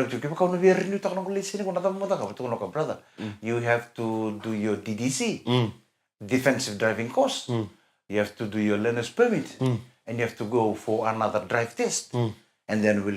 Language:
Fijian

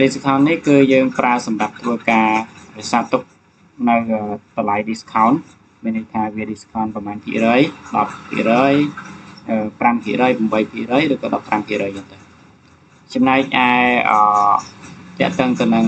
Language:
Khmer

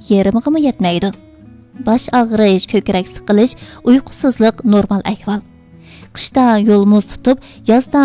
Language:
Uyghur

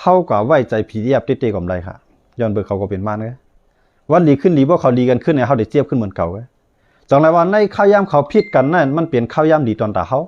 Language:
Shan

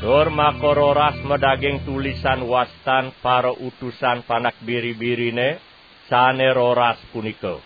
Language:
Balinese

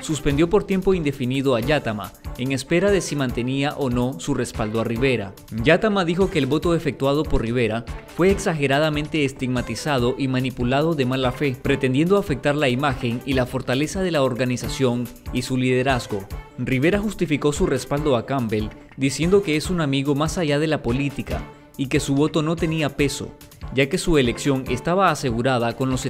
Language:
Spanish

